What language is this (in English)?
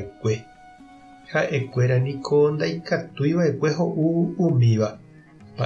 Guarani